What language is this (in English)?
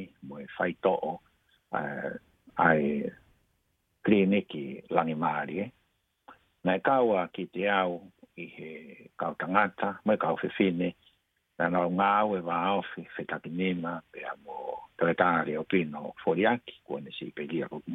Tongan